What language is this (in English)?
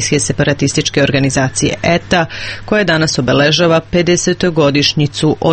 Serbian